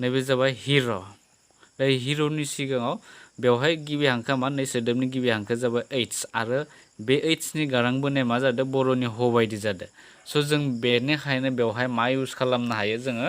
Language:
Bodo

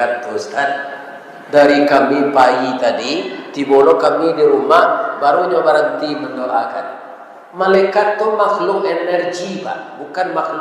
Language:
Minangkabau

